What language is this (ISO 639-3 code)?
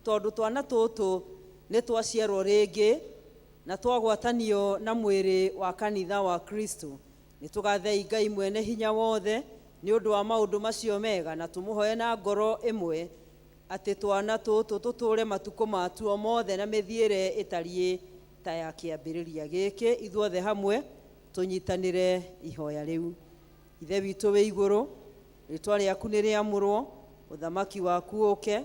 kik